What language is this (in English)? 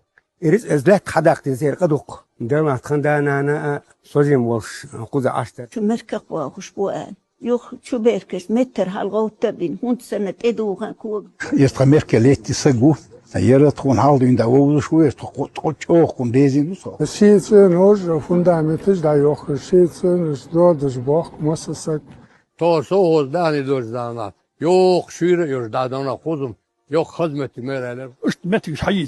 Chechen